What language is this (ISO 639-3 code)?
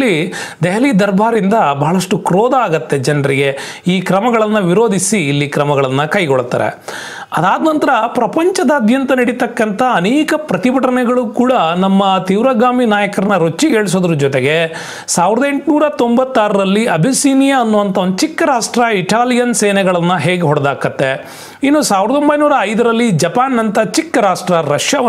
kan